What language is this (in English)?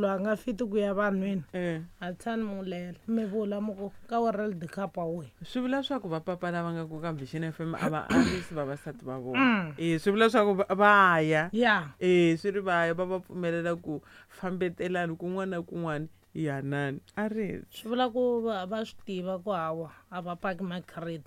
Tsonga